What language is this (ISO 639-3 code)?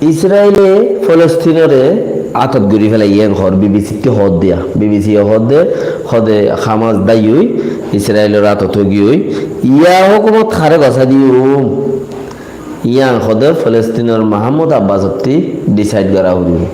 rhg